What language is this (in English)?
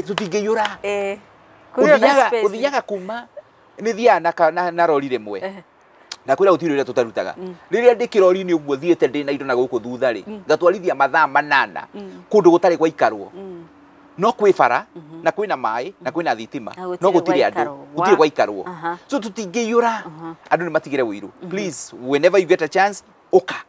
Kikuyu